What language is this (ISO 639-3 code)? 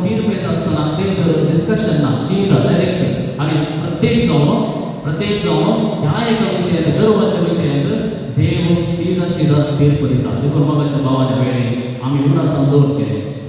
kok